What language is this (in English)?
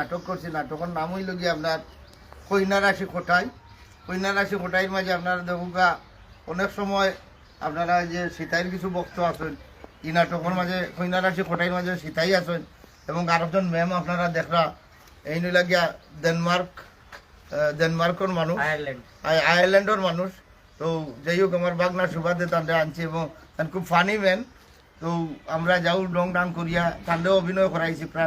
Sylheti